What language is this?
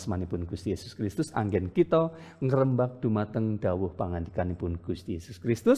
Javanese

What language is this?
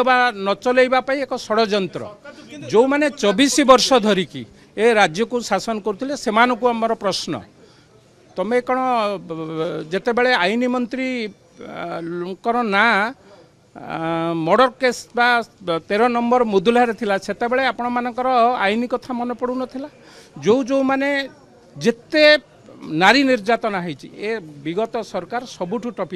Odia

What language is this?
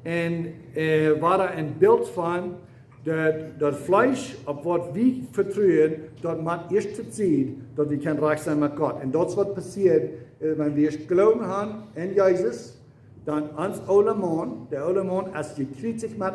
Plautdietsch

